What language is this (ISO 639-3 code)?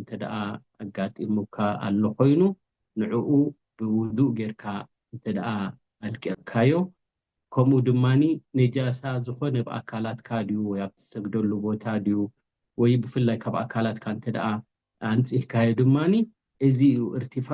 tir